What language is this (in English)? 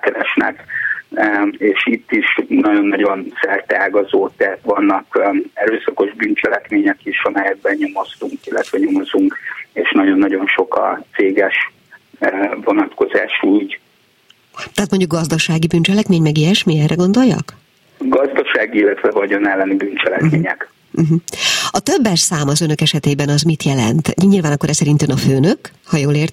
Hungarian